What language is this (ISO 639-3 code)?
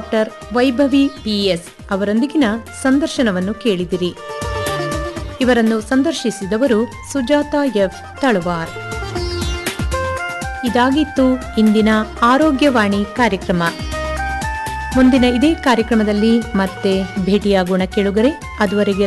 kan